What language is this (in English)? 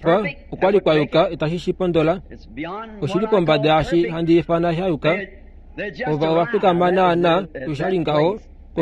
Kuanyama